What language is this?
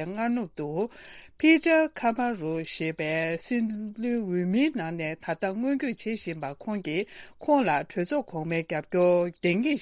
Tibetan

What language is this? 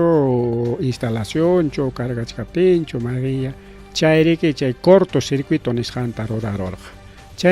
Ayacucho Quechua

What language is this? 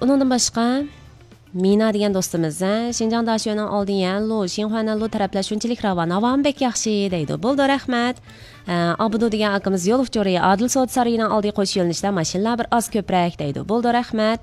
Uyghur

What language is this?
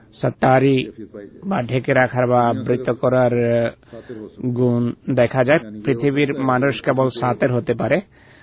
Bangla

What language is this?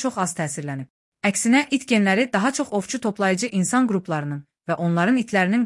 Azerbaijani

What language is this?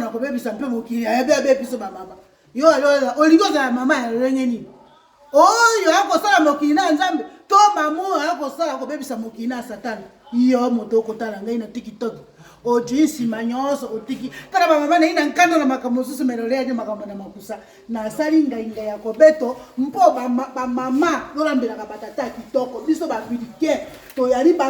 Lingala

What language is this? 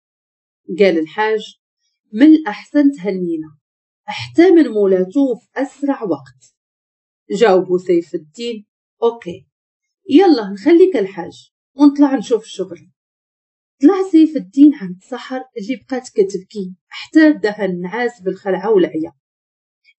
Moroccan Arabic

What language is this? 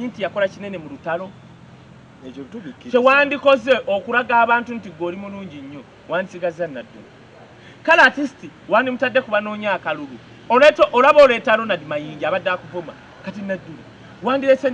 Ganda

